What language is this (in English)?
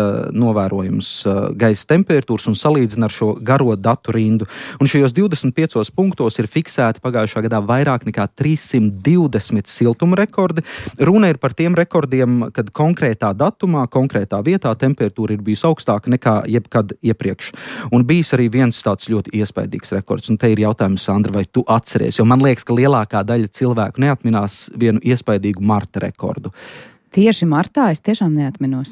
Latvian